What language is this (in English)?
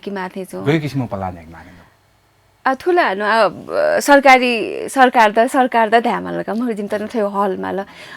Newari